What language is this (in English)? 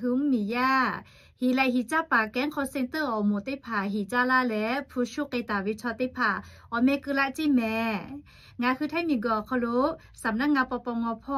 Lahu